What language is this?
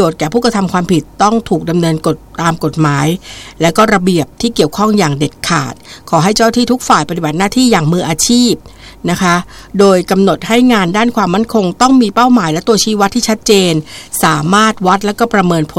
Thai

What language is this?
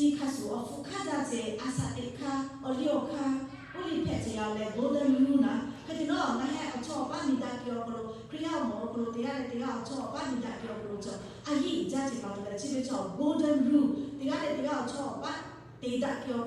Lahu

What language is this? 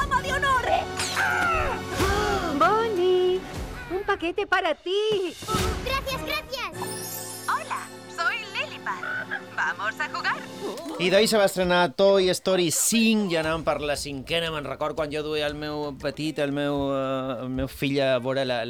Catalan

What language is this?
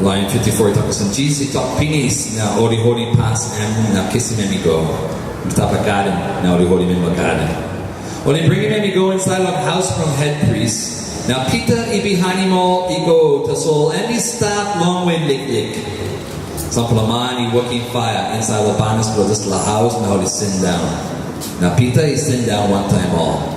Tok Pisin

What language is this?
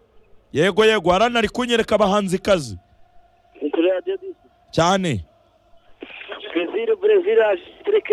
Kinyarwanda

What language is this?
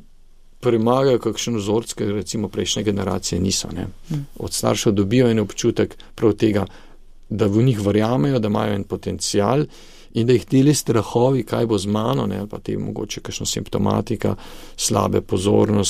Slovenian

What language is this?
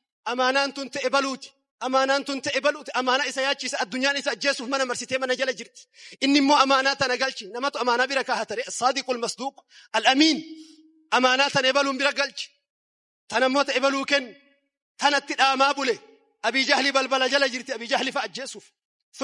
Oromo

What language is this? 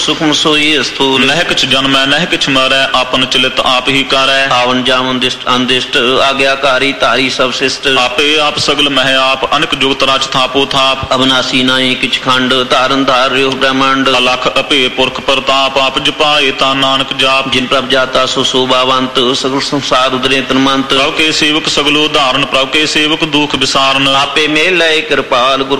Punjabi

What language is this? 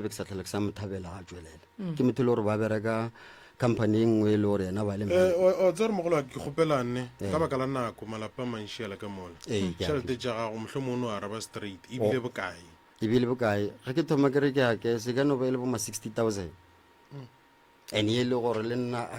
Northern Sotho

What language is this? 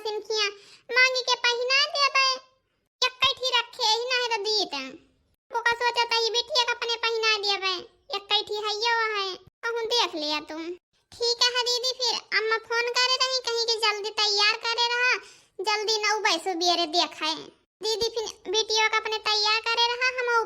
Awadhi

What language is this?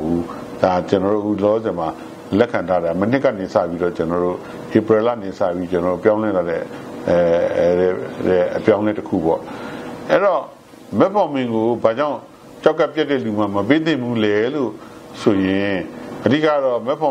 Burmese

